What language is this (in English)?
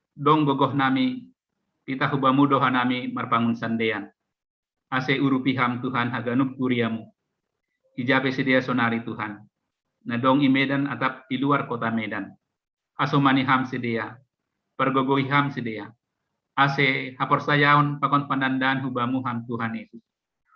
Batak Simalungun